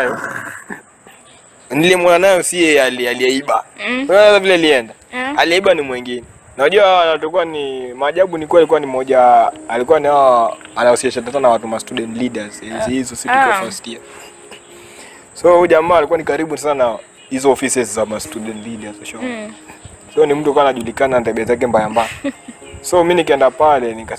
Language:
Swahili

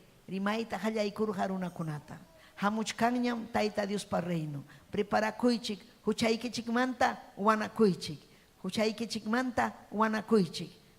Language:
Ayacucho Quechua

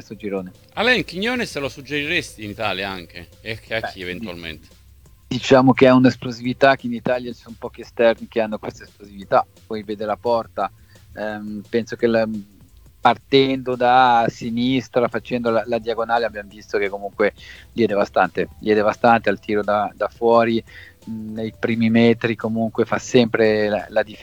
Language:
Italian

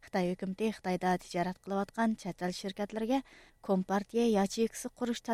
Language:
Uyghur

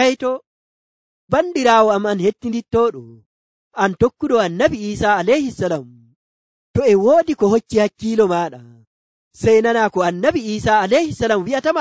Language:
Nigerian Fulfulde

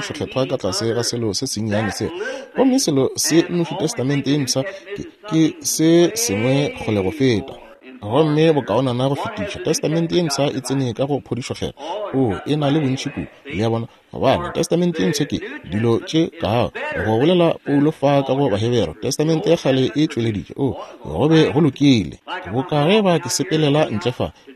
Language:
Northern Sotho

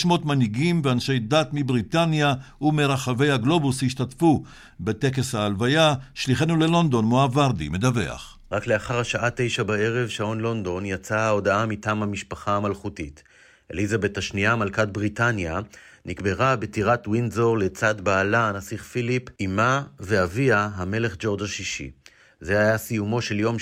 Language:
Hebrew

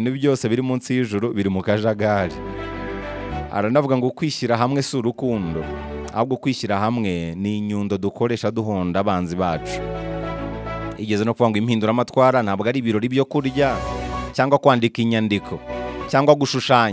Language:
Kinyarwanda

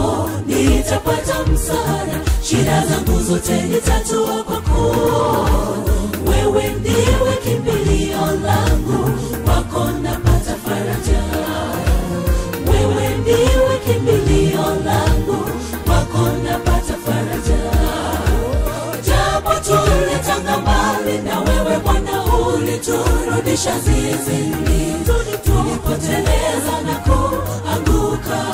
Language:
Swahili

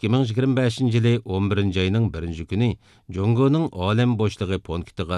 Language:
Uyghur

